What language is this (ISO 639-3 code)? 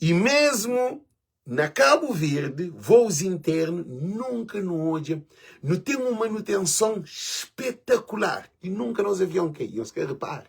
kea